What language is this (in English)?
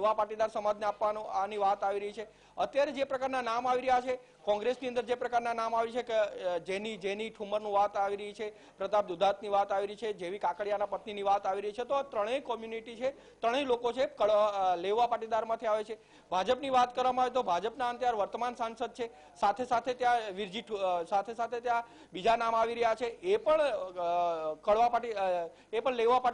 Gujarati